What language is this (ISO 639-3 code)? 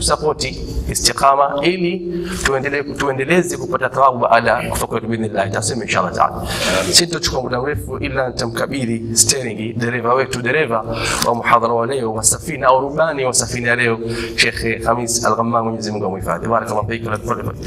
swa